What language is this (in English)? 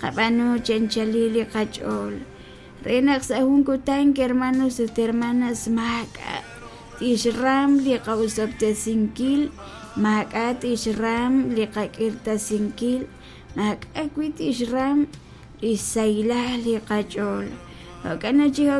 Kekchí